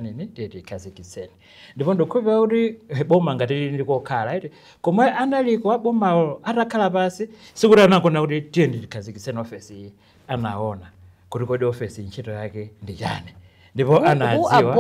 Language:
Nyanja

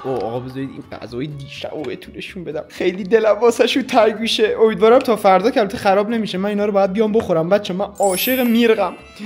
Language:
Persian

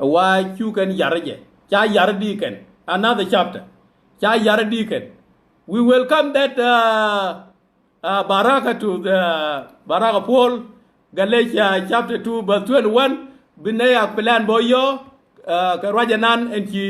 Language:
Nuer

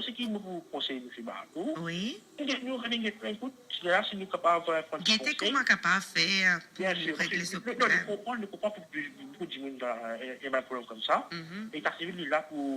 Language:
Morisyen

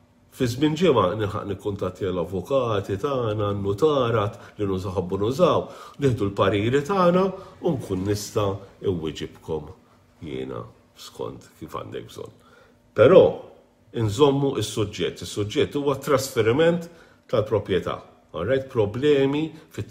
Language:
Maltese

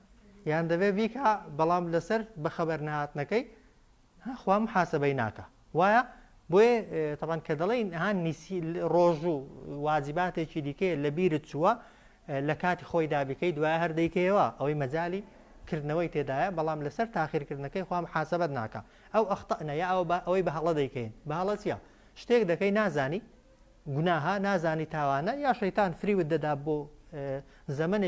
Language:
Central Kurdish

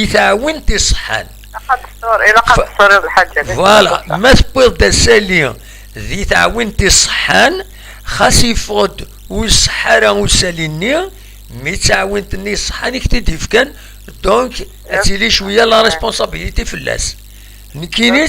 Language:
Kabyle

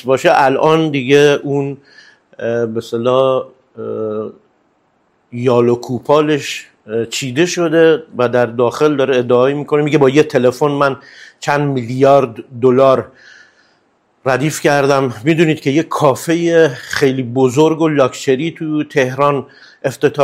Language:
Persian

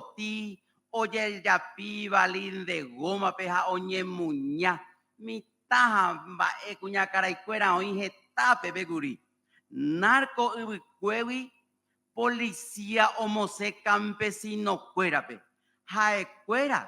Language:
Guarani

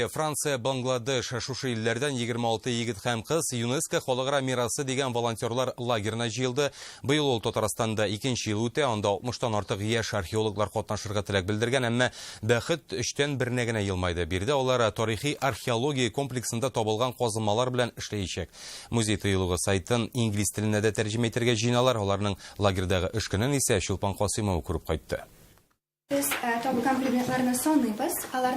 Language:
Tatar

